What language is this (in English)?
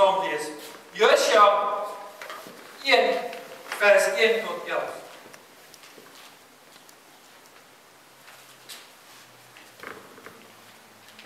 Afrikaans